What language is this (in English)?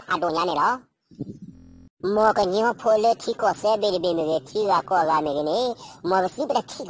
S'gaw Karen